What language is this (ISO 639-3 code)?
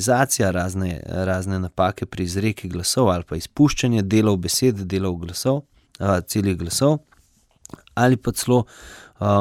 slv